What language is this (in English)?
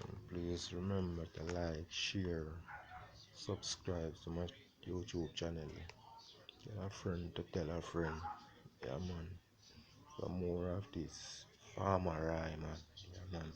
Jamaican Creole English